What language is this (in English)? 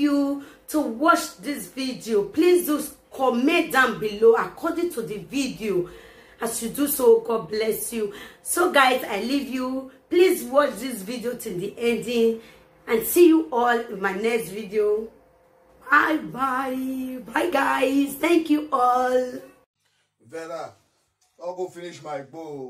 Nigerian Pidgin